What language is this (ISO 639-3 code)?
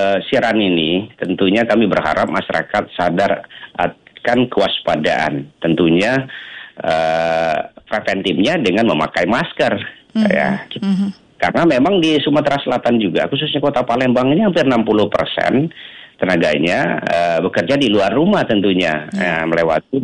ind